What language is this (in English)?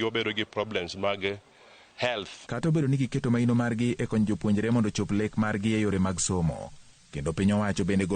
Luo (Kenya and Tanzania)